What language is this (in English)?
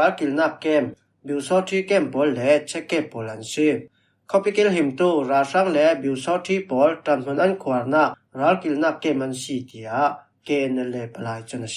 Falam Chin